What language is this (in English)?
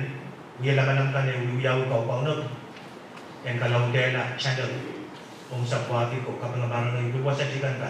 Pohnpeian